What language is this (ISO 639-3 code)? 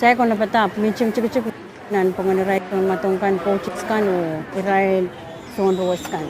pon